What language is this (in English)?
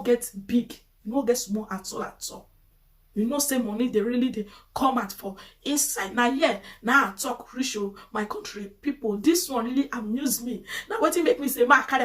Nigerian Pidgin